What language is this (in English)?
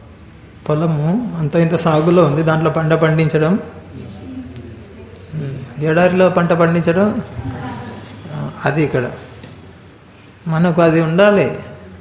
Telugu